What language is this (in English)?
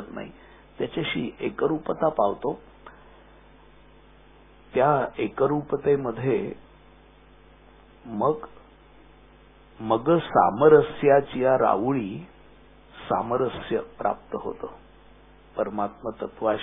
Marathi